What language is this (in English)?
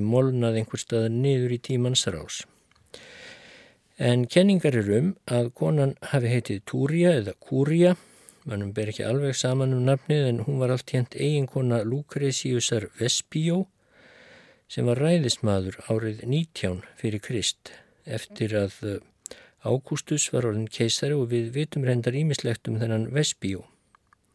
Icelandic